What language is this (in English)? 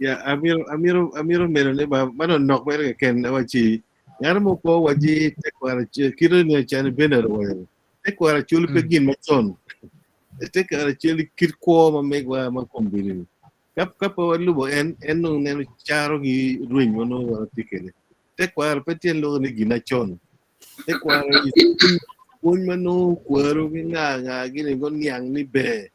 Acoli